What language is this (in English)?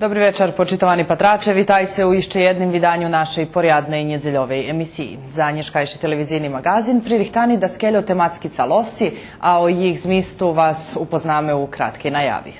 Rusyn